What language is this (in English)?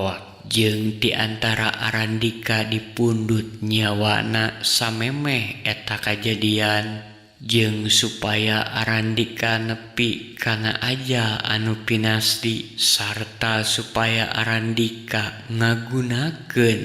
Sundanese